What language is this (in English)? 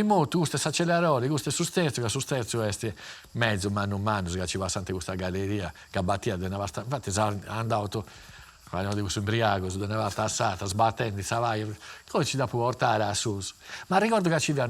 Sardinian